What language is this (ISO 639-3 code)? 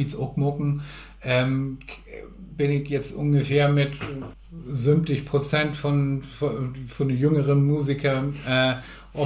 nds